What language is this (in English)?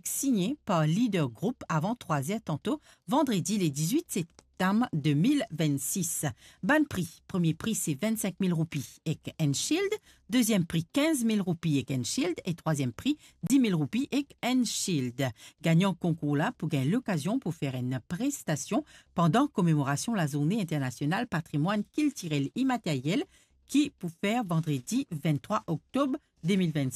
Morisyen